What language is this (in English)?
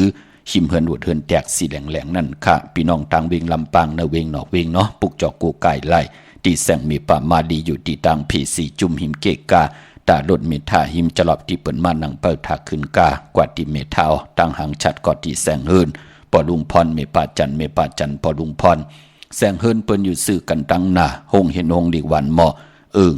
Shan